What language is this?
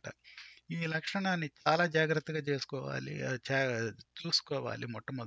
Telugu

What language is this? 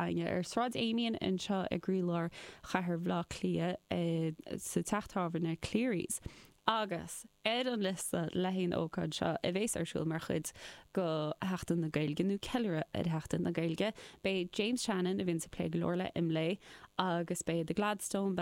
Irish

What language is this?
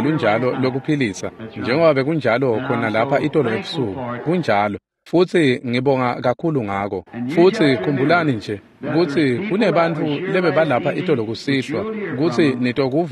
Swati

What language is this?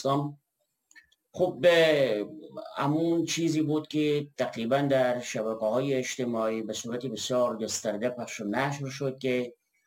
Persian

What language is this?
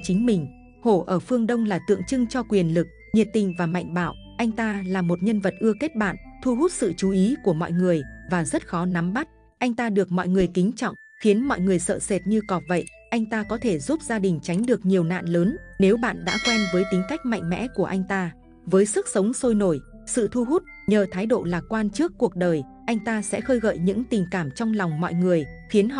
Vietnamese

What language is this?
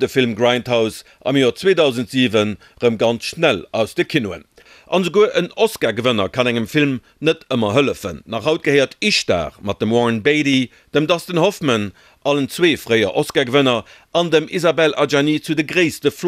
Luxembourgish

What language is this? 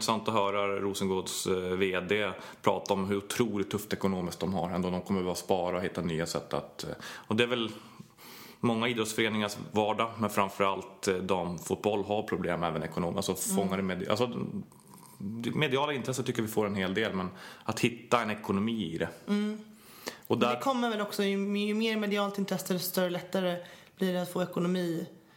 Swedish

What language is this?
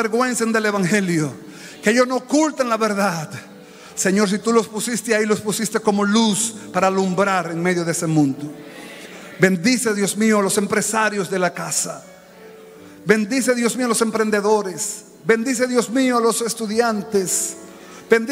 Spanish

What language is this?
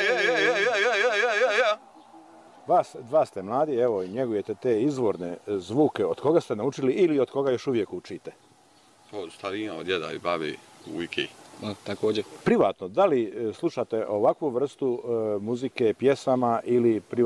Bosnian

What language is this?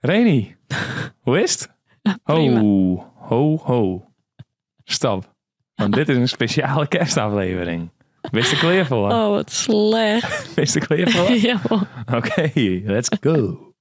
Western Frisian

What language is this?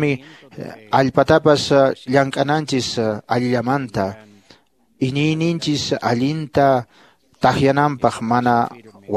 Quechua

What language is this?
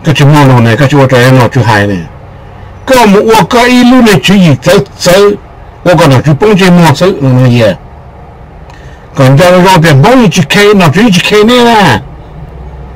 Vietnamese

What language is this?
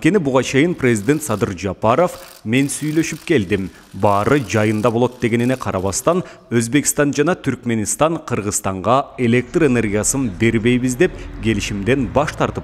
Kyrgyz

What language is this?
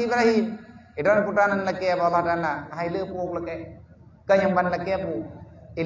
Achinese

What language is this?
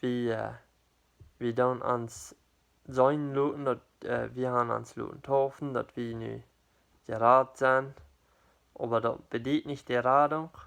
Plautdietsch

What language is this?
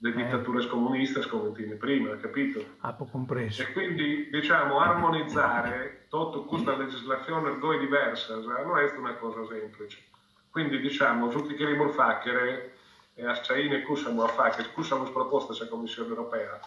Sardinian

